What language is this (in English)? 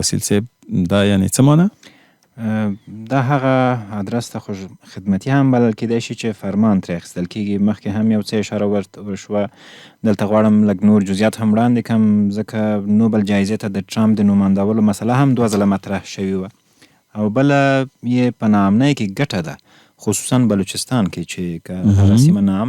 Pashto